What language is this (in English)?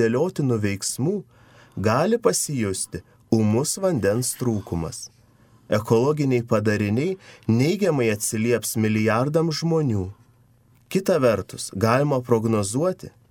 Lithuanian